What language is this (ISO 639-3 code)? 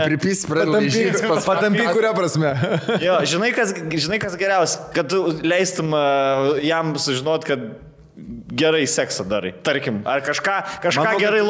lit